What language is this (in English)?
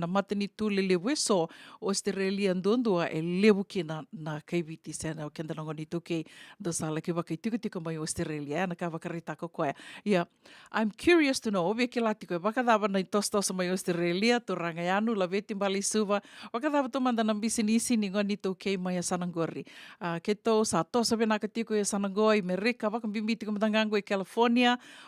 Fijian